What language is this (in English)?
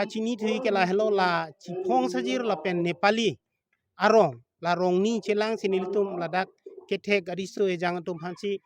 Karbi